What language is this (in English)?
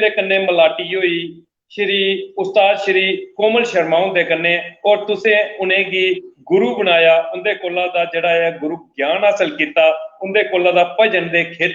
Dogri